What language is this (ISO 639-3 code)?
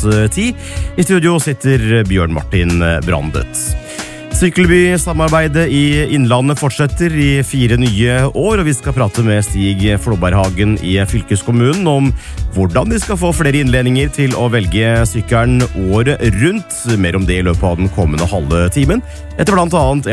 nor